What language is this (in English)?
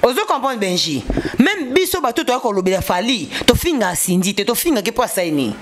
Lingala